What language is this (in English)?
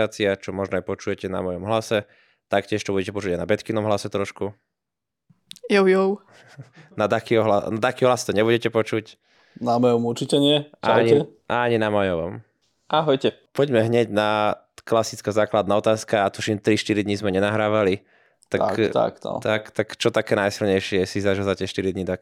Slovak